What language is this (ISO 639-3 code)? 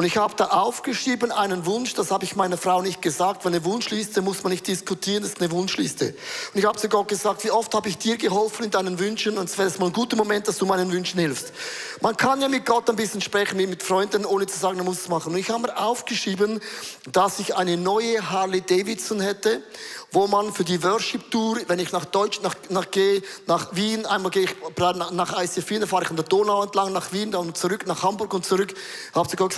gsw